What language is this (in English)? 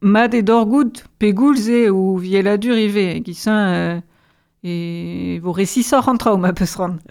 Breton